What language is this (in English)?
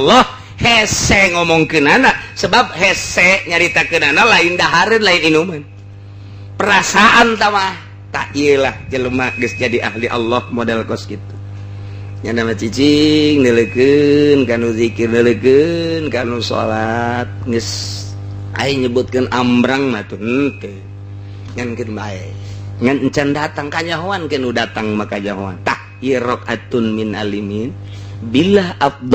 Sundanese